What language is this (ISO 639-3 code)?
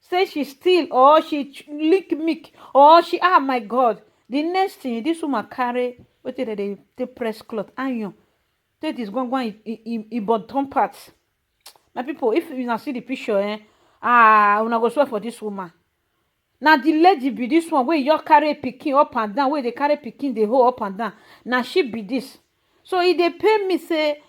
pcm